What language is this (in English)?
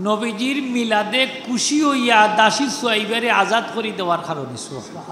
Sylheti